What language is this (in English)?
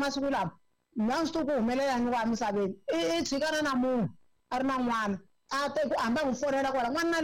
Tsonga